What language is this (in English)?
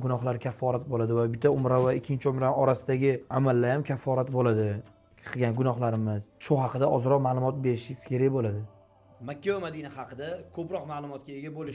Uzbek